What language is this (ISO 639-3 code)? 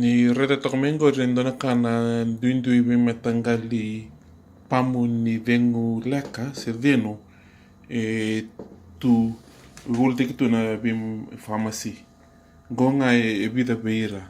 fij